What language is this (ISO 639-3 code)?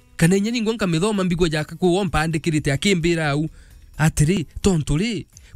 mer